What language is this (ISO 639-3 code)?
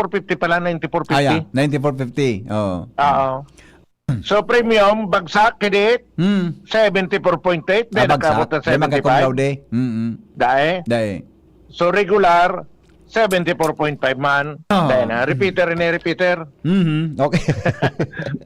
bik